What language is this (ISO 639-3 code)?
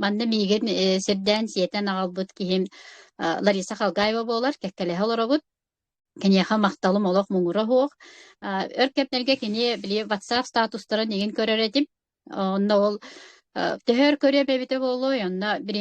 sah